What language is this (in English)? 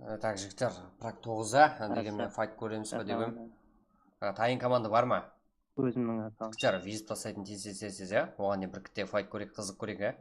Kara-Kalpak